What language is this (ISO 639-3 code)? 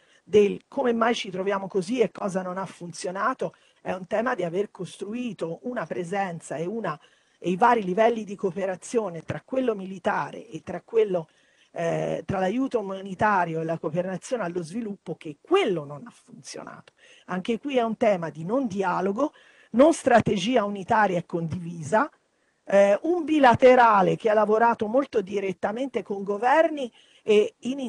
ita